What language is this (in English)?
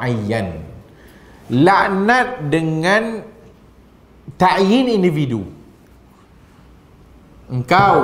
Malay